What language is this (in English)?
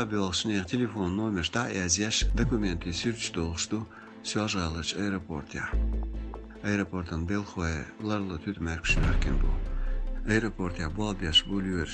Chechen